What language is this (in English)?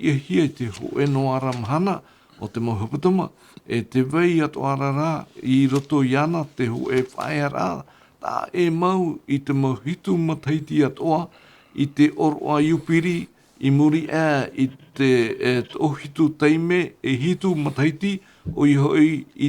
Tahitian